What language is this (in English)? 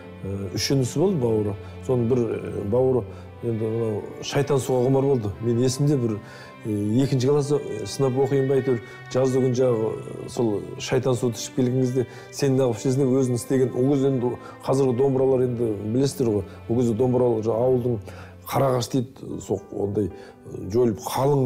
Kazakh